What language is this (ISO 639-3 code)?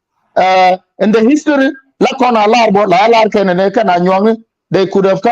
nus